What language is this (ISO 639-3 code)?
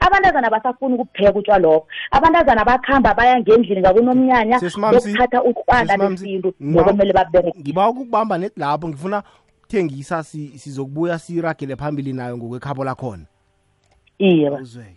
nbl